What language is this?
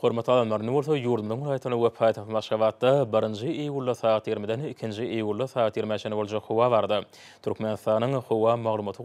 Turkmen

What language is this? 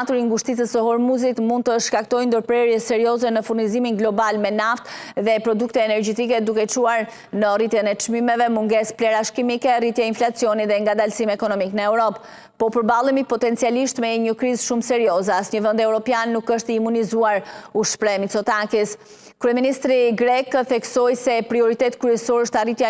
Albanian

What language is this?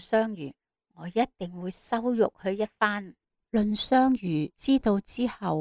Cantonese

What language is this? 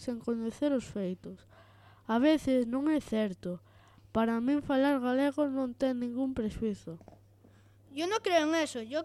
Galician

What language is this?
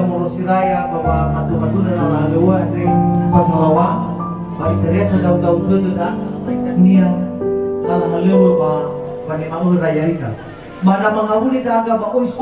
Nias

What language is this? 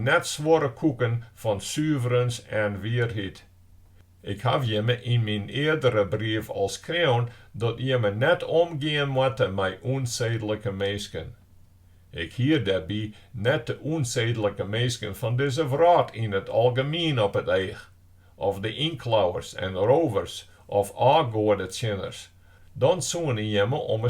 Western Frisian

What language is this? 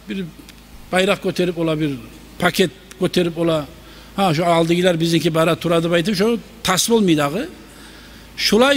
Kumyk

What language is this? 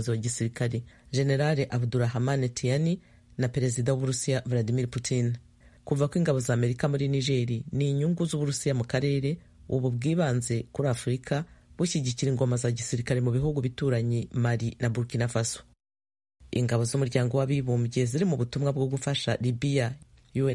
Kinyarwanda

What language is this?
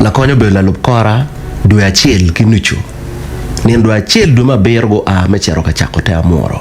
Acoli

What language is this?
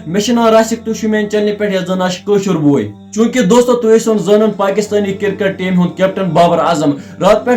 Kashmiri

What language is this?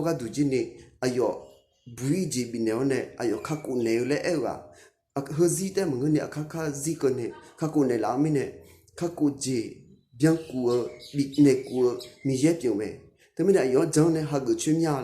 Akha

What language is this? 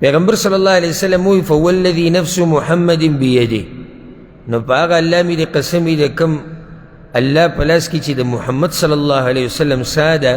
Pashto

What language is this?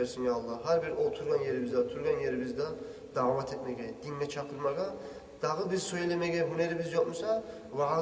Kumyk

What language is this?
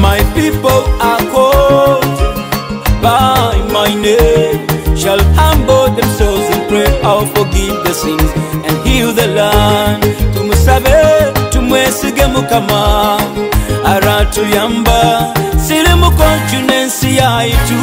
Nyoro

